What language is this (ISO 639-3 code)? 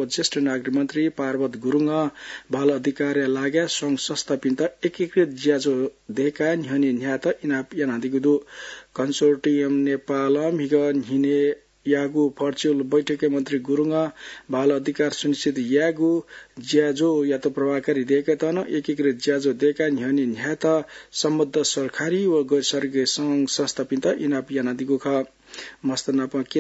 new